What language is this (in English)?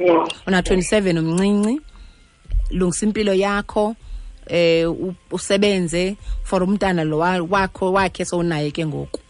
Xhosa